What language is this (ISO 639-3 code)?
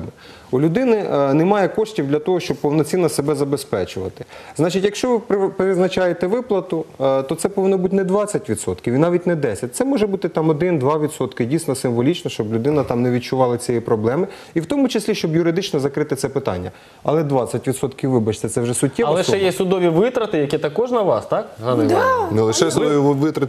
ukr